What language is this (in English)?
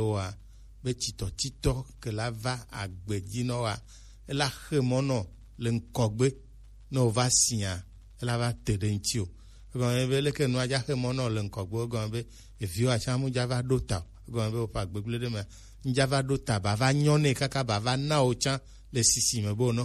Gen